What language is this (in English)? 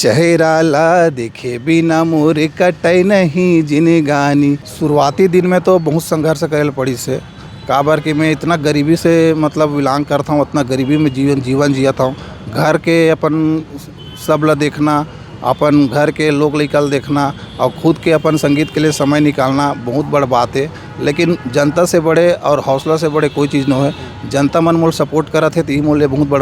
Chhattisgarhi